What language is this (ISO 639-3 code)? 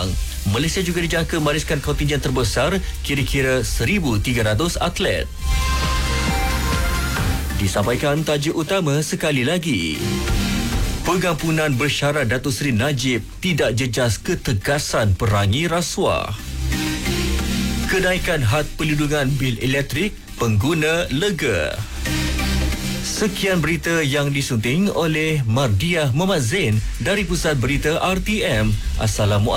msa